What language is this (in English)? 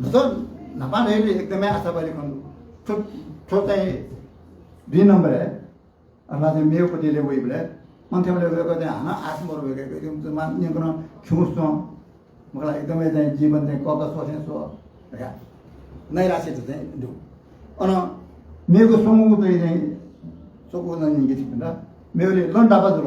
Newari